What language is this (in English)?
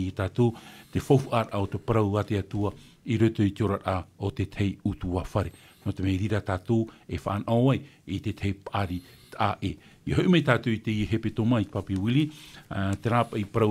Tahitian